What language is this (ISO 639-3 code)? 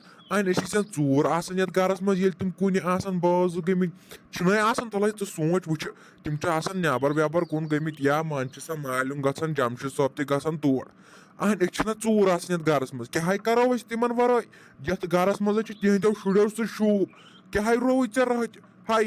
kas